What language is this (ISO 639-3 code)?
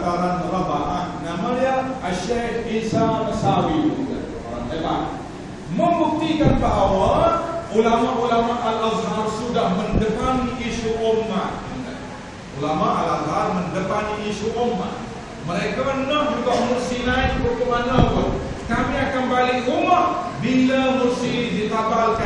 msa